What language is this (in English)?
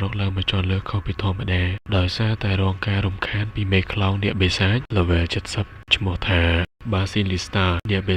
Khmer